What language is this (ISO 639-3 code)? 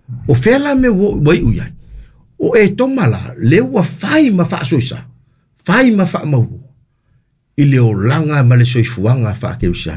smo